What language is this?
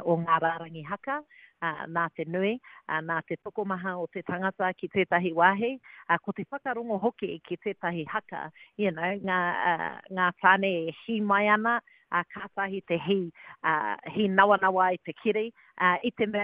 Māori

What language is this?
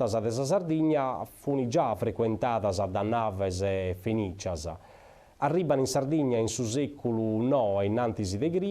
Sardinian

